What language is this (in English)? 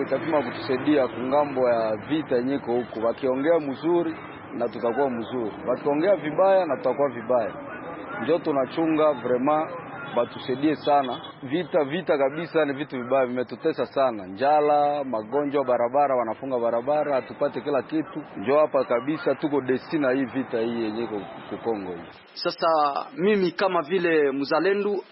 Swahili